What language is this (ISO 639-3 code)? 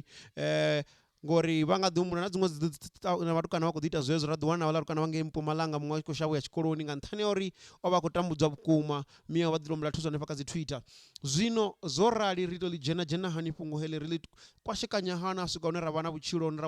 ven